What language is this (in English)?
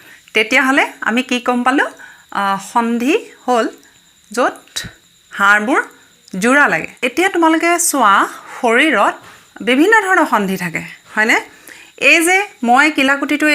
Assamese